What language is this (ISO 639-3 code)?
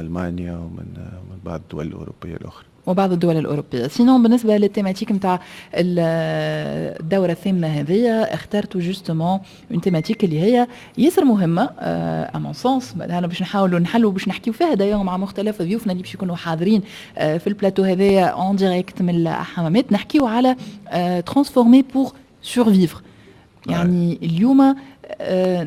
aeb